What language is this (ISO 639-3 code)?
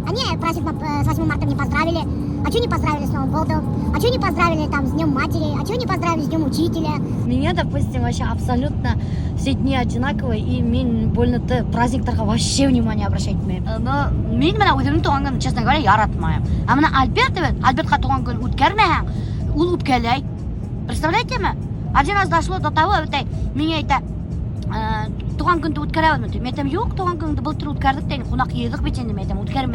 bak